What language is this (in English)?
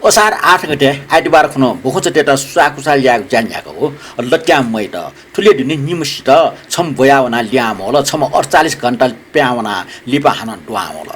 Newari